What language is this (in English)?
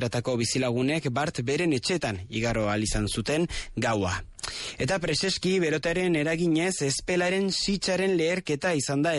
Basque